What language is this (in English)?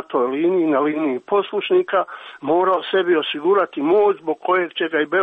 Croatian